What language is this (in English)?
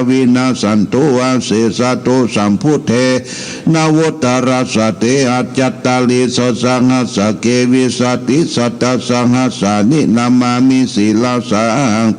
Pali